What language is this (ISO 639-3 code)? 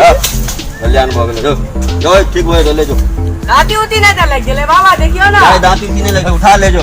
mai